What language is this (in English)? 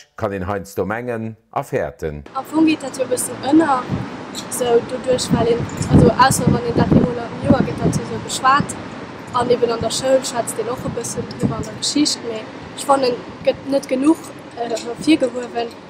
Luxembourgish